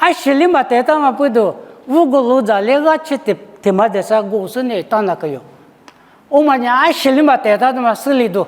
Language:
Lisu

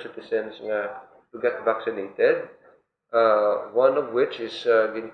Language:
Hiligaynon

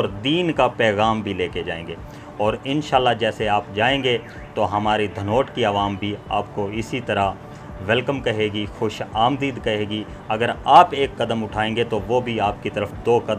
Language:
Urdu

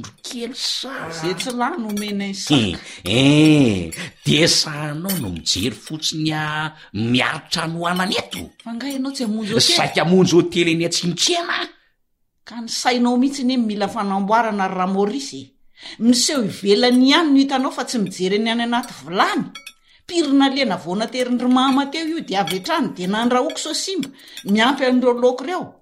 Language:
Malagasy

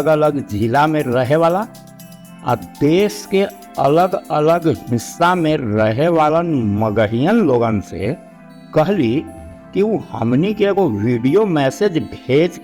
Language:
Magahi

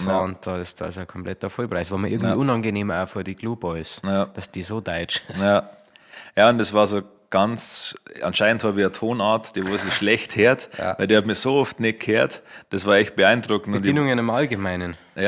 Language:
Bavarian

